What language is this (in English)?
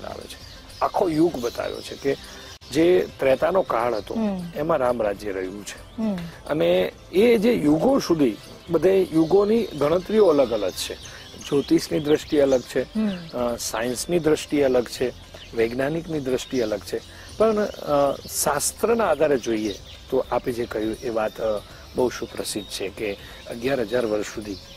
Gujarati